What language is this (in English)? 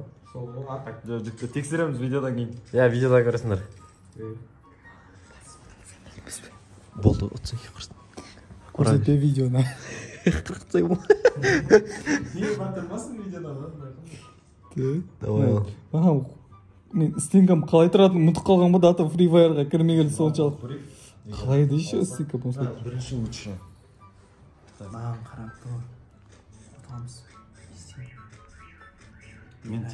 Kazakh